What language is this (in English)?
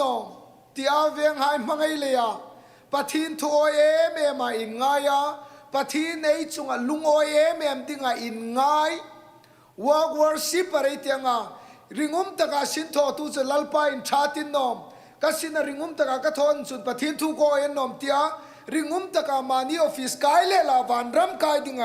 Hmar